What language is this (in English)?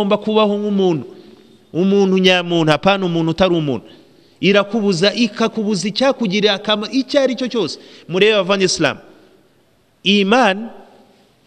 Kinyarwanda